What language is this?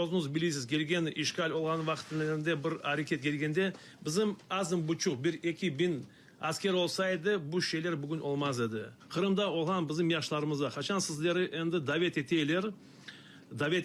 Crimean Tatar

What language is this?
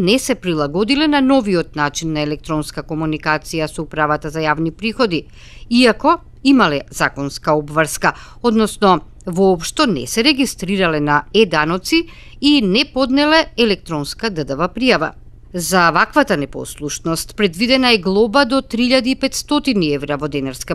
Macedonian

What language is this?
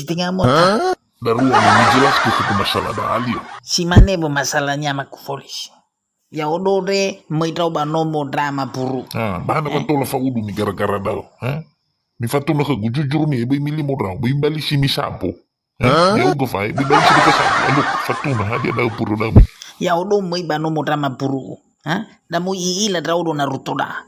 Nias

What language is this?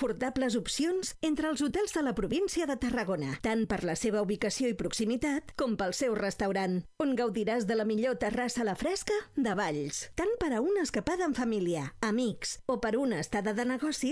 Catalan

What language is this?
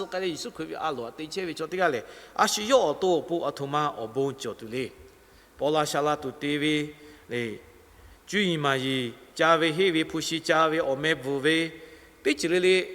Lahu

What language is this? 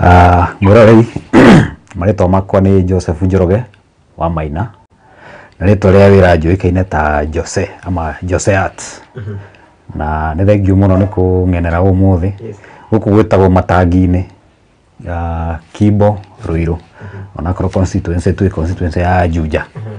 Kikuyu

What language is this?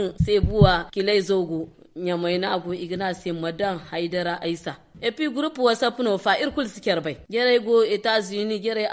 Zarma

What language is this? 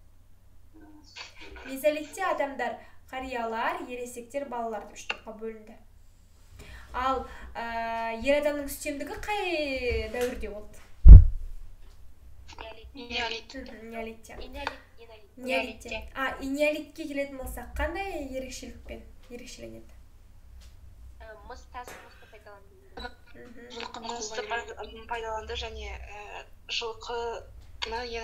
Kazakh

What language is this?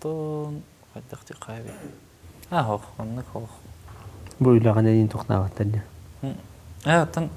Yakut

